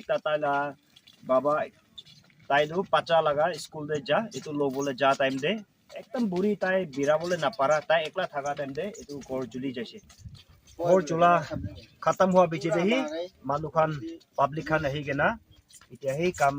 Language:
Naga Pidgin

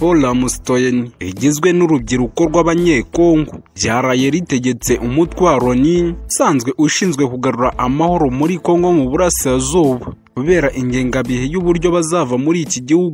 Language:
Kinyarwanda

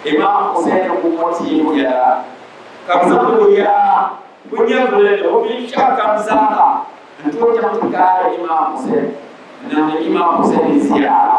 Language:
Dagbani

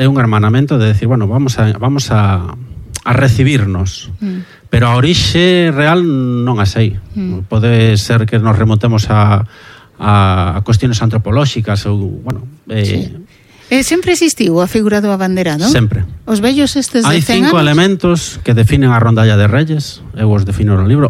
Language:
Galician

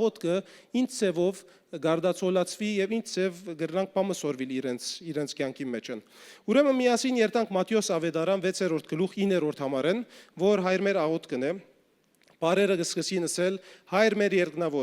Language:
Western Armenian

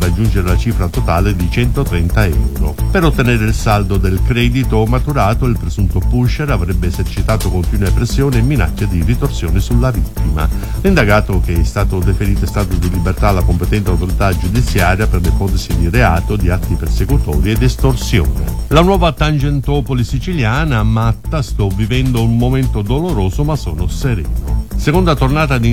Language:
Italian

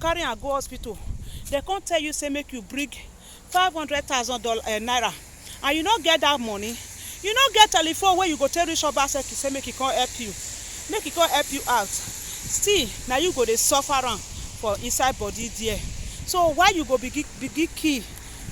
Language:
Nigerian Pidgin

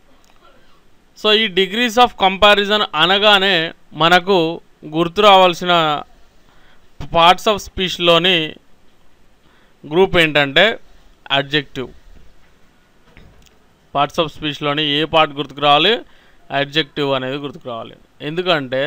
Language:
Telugu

